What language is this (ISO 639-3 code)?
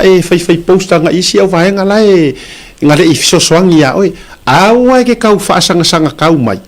smo